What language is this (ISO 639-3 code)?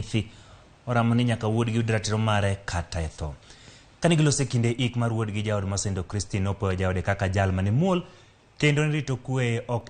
luo